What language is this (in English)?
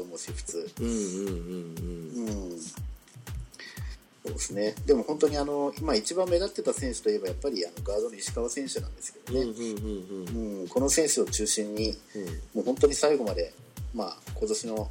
Japanese